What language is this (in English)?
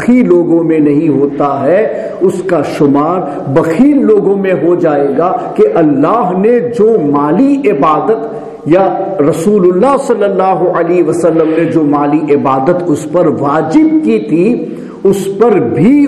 Urdu